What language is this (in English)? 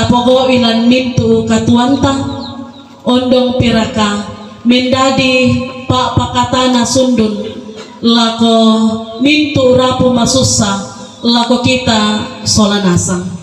Toraja-Sa'dan